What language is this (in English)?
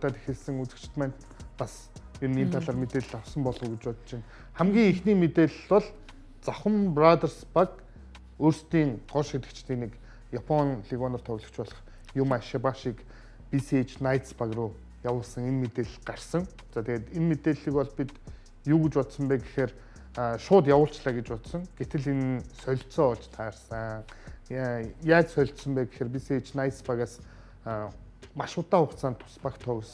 Mongolian